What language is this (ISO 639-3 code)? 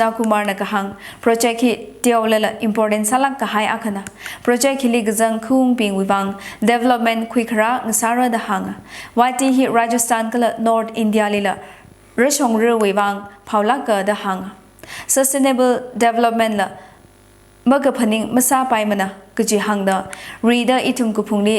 nmf